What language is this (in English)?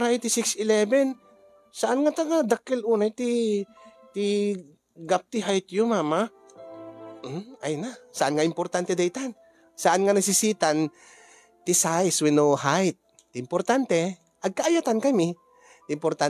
Iloko